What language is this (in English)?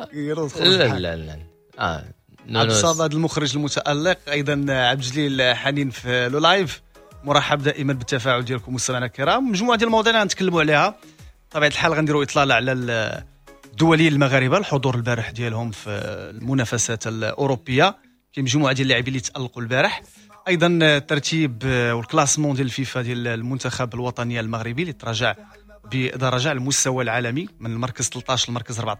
Moroccan Arabic